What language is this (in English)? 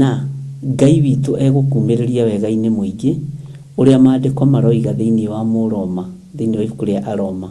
Kikuyu